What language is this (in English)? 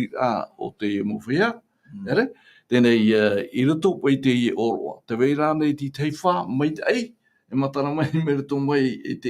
Tahitian